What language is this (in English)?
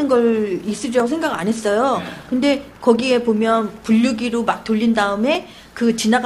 Korean